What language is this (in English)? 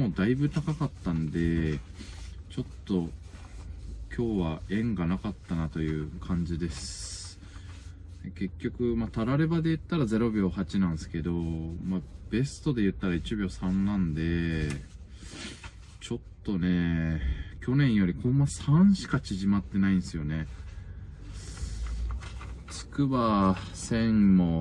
Japanese